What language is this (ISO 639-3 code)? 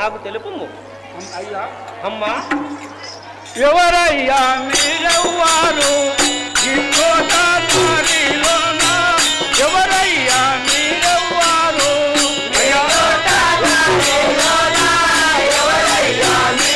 tel